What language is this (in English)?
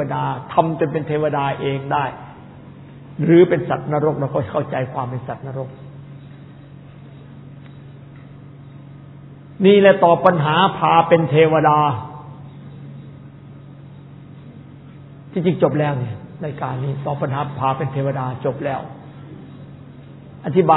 Thai